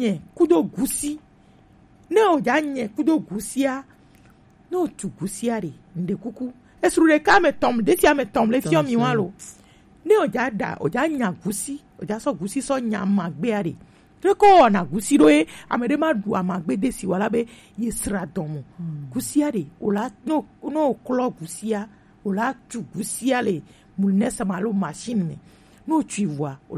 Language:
Gen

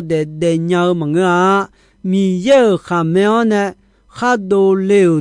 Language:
Akha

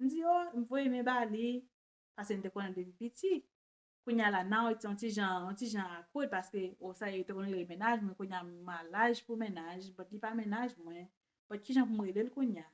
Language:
Haitian Creole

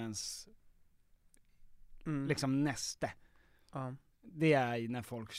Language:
Swedish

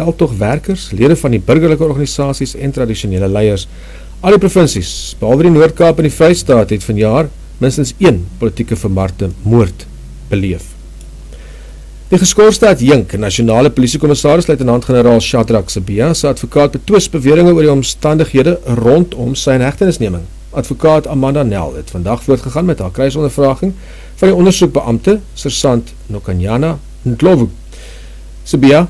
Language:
Afrikaans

